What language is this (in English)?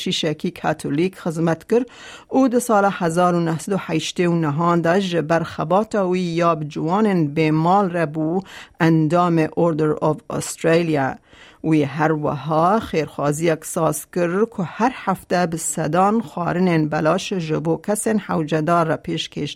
Kurdish